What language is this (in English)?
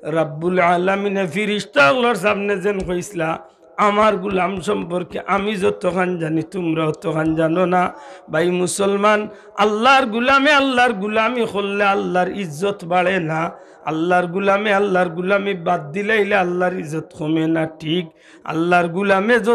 Sylheti